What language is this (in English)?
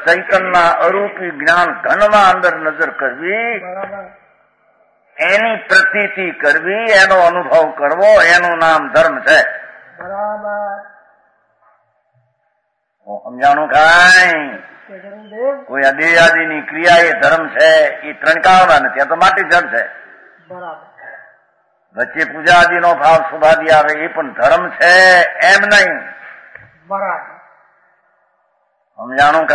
Gujarati